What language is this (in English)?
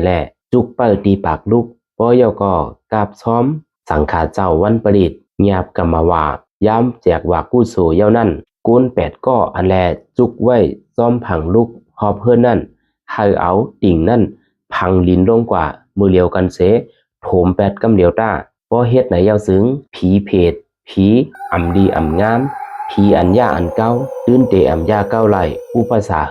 Shan